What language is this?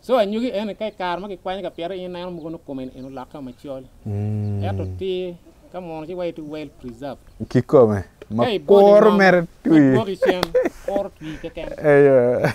Acoli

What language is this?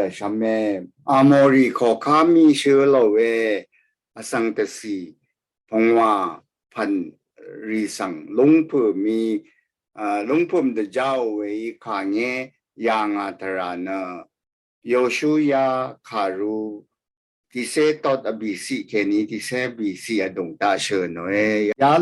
Rawang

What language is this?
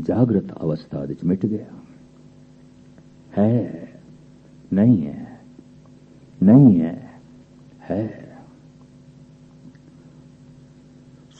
Punjabi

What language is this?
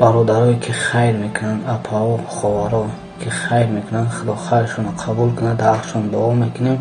Tajik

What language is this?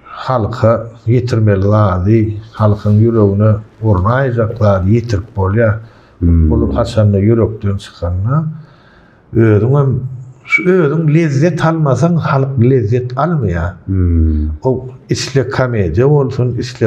Turkmen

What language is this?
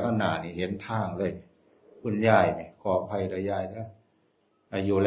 Northeastern Thai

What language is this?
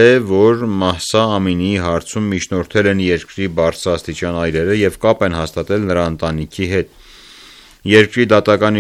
Armenian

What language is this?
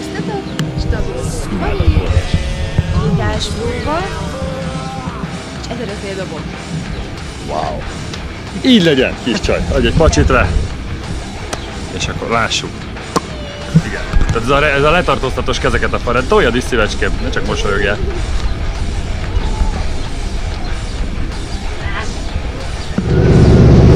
Hungarian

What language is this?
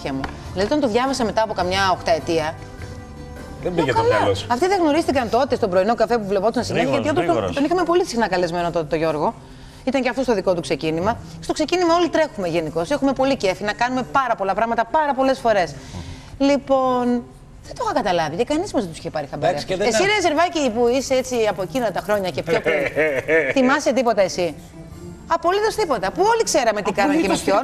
Greek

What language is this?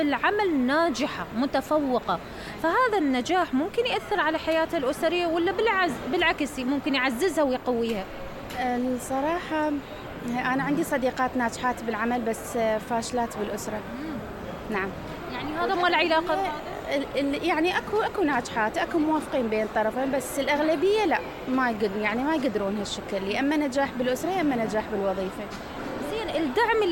Mesopotamian Arabic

